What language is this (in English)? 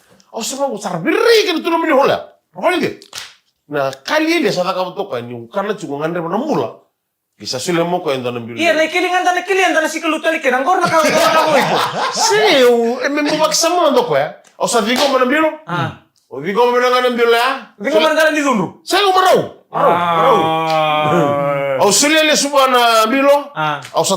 Fijian